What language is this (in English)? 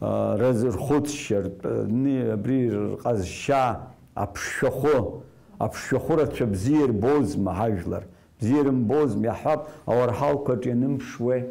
Abkhazian